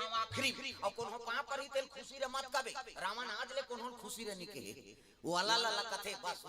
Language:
Chhattisgarhi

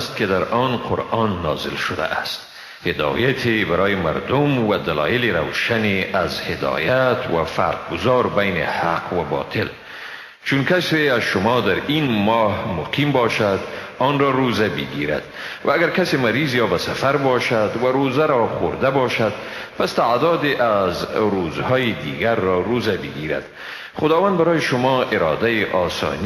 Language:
Persian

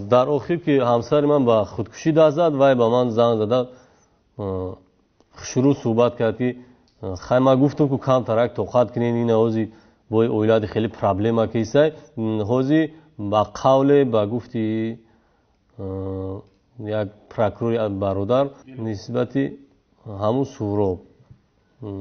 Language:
Tajik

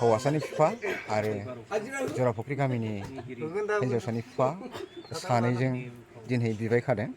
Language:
Bodo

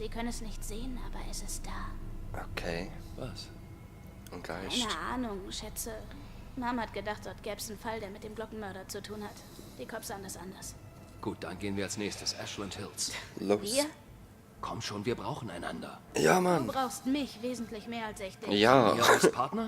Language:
Swiss German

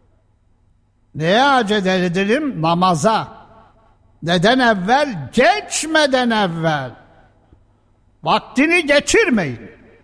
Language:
Turkish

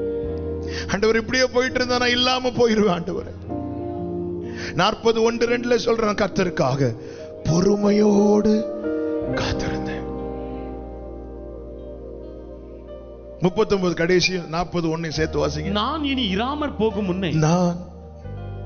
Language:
Tamil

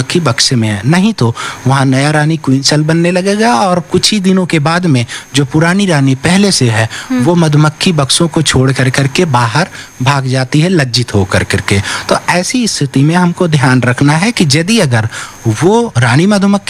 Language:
Hindi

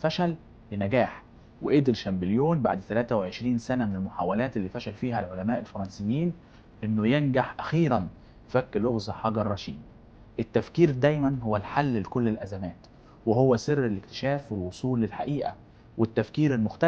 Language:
Egyptian Arabic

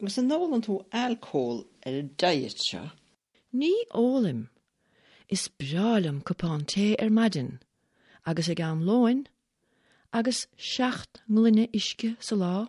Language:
Irish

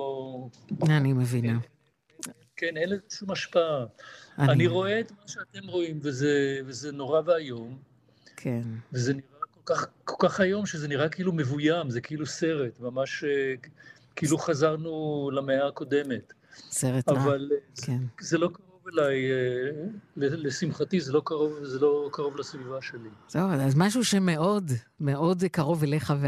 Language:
Hebrew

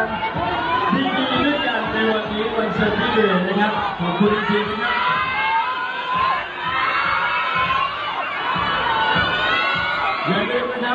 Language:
Thai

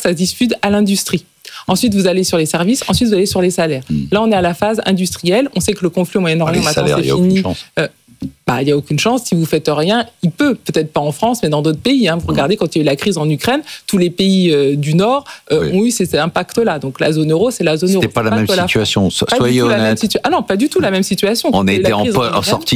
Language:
French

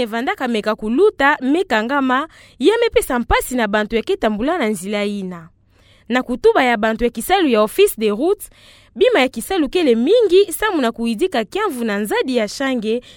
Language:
Kituba (Democratic Republic of Congo)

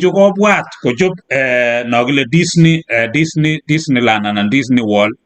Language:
Kalenjin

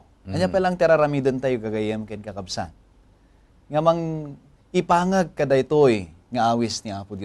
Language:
Iloko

